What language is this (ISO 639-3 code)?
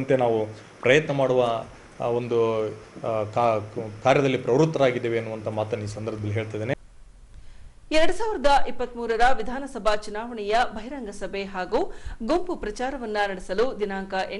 kan